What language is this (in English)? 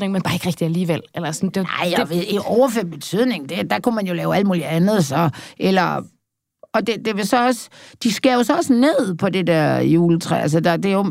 Danish